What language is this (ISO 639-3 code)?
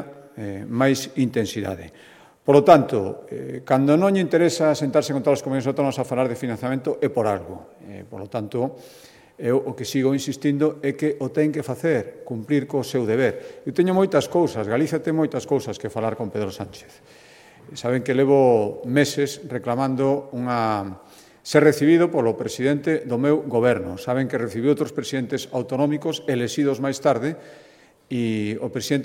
glg